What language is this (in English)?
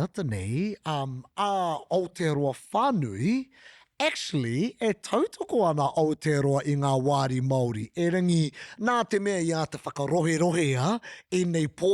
Māori